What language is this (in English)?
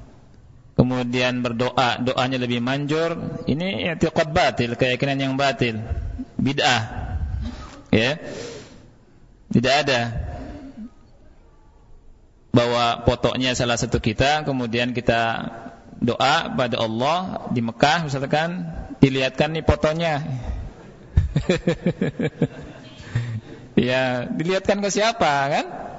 Indonesian